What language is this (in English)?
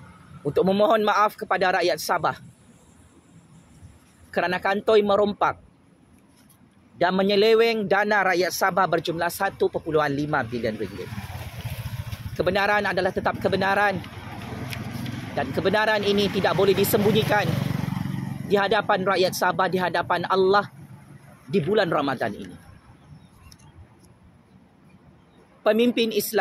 Malay